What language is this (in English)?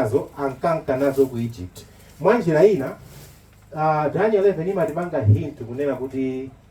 Nyanja